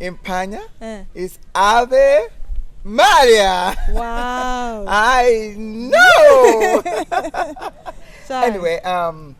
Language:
Igbo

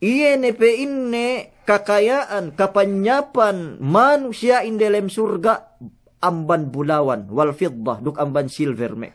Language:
Yakan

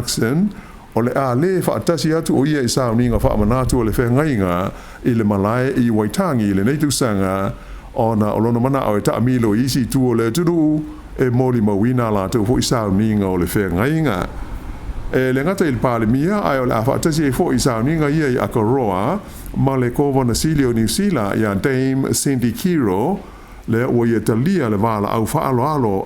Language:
Samoan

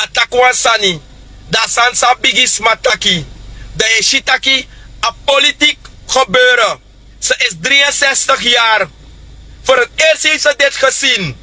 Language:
Sranan Tongo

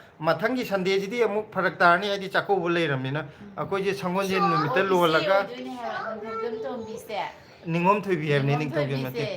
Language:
Manipuri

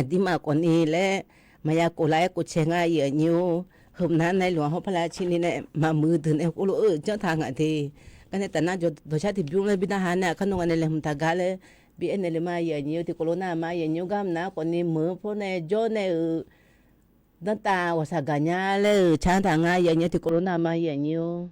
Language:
Akha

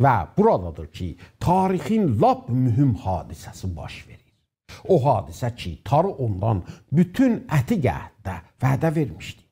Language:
South Azerbaijani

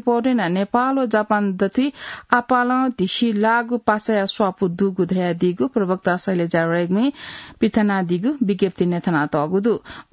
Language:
Newari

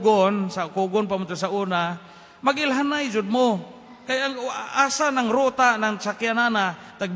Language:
Cebuano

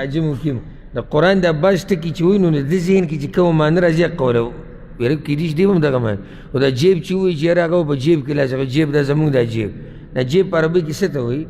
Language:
Pashto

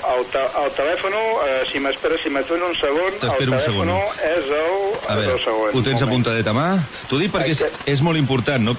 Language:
Catalan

